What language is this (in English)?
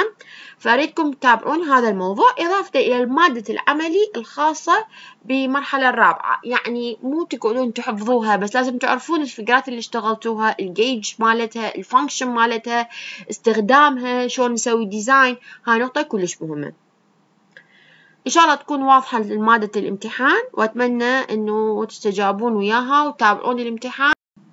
Mesopotamian Arabic